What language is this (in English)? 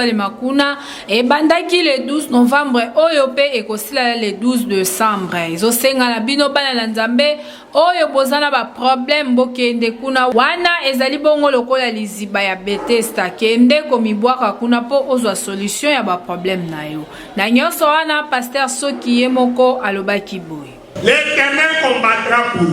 Lingala